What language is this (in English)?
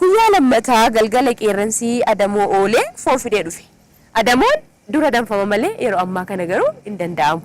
Oromo